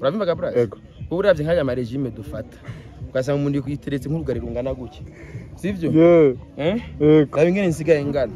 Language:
Rundi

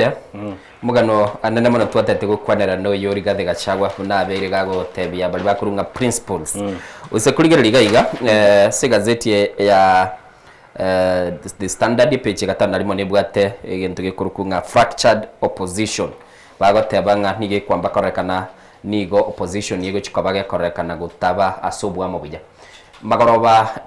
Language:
Gusii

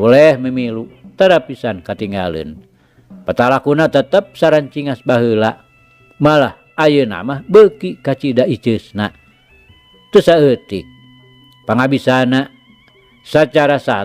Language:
Sundanese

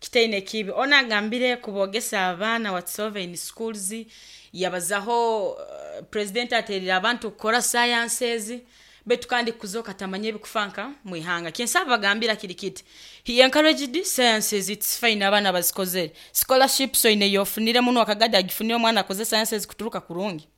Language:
Nyankole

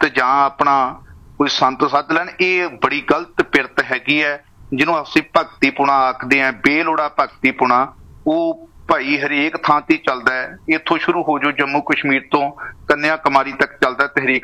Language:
Punjabi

